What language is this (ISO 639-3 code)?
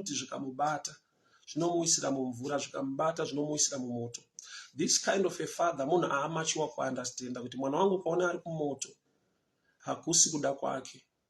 sna